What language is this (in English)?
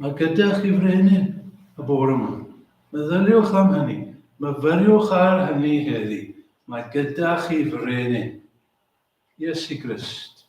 Welsh